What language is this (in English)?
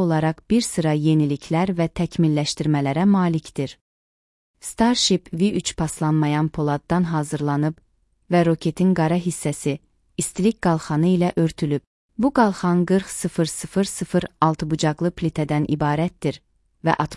Azerbaijani